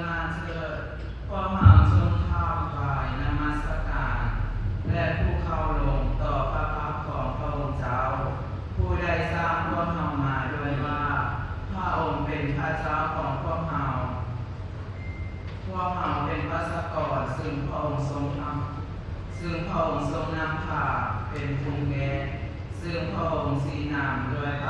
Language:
Lao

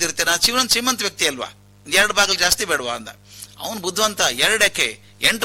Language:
Kannada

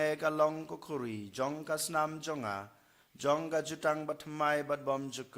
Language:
Khasi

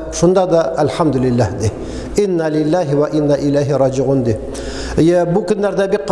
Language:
Tatar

